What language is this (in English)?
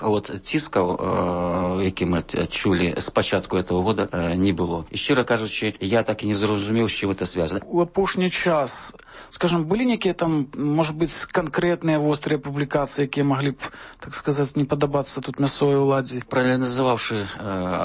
Belarusian